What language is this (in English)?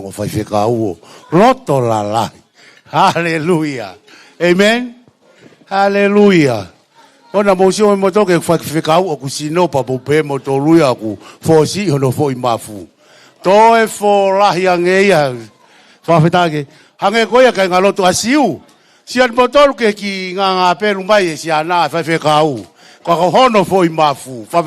Tongan